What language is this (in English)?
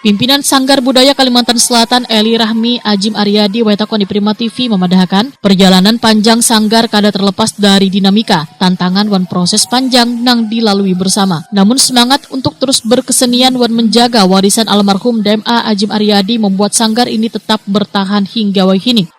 Banjar